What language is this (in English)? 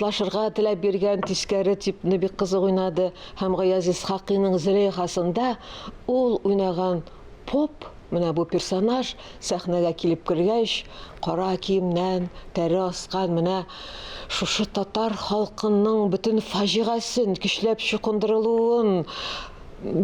Tatar